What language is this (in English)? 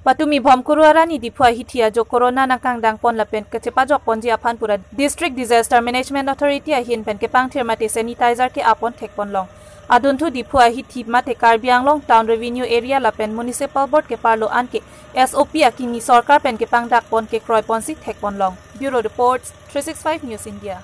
Karbi